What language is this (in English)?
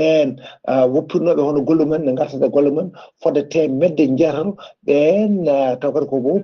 Fula